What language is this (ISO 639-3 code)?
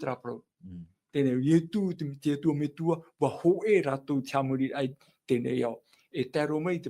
tah